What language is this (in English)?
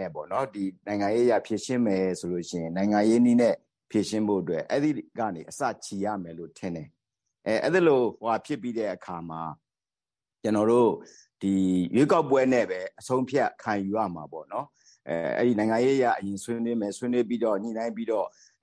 Burmese